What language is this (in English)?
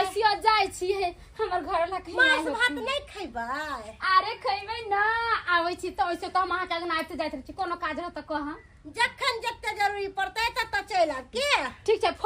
Maithili